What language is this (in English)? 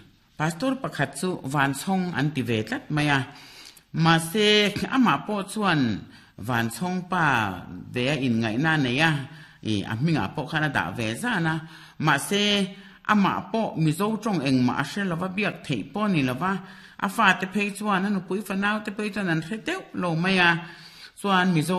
Mizo